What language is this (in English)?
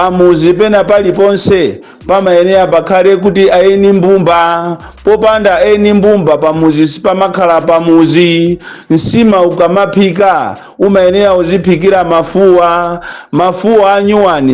Nyanja